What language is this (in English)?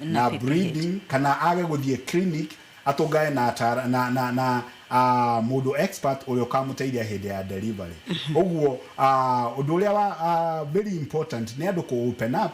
Kikuyu